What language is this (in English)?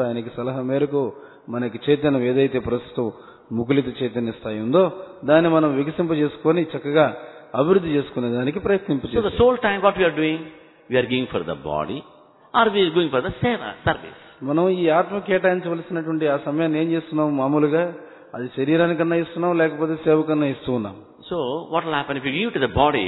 Telugu